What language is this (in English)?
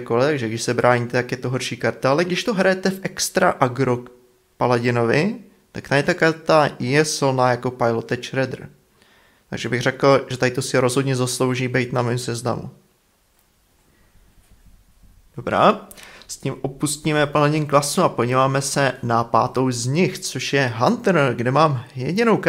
Czech